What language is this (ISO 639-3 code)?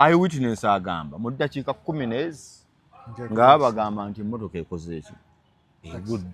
lug